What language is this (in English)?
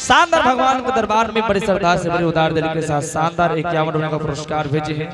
Angika